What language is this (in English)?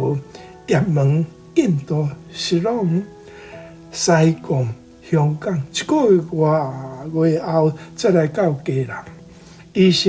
Min Nan Chinese